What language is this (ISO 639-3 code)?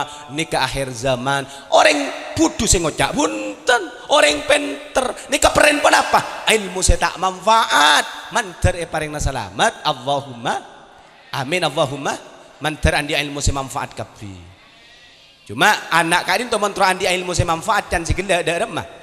mad